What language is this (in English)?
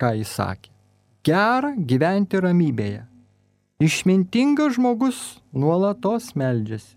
Lithuanian